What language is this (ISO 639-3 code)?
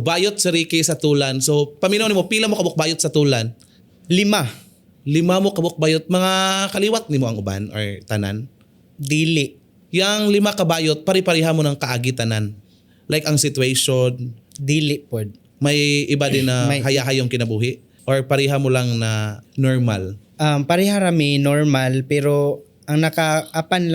ceb